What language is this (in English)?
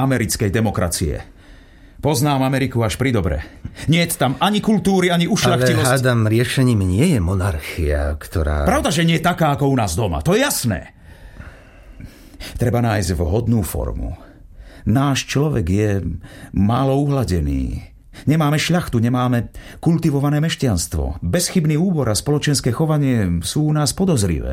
Slovak